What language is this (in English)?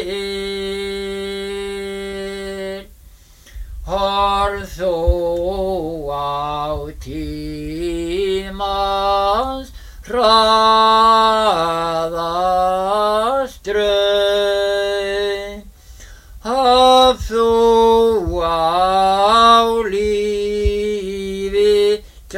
Icelandic